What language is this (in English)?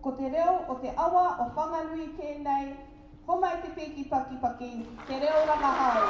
Māori